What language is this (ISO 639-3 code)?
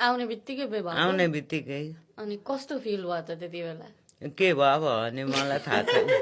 nep